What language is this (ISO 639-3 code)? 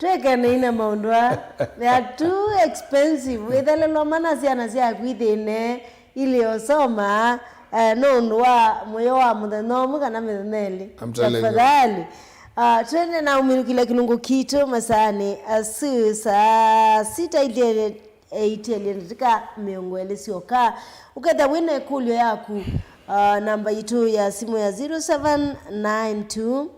kam